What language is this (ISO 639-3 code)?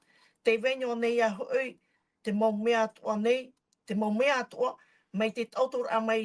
tah